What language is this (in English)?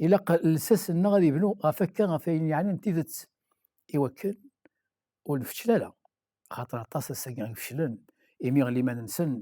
Kabyle